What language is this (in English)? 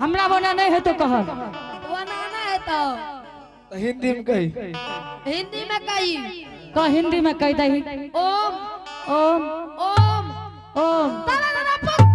Angika